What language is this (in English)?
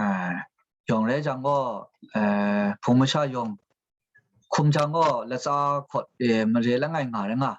Kachin